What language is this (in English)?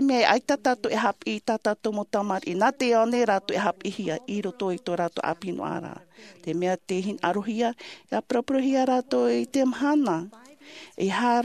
Tahitian